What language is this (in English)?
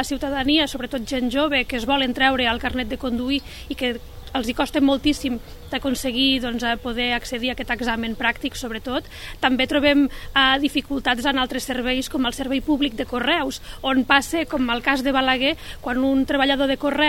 Catalan